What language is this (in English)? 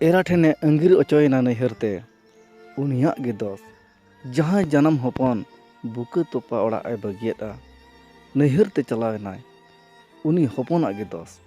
Santali